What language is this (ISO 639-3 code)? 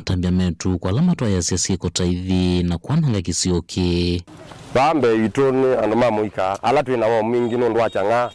kam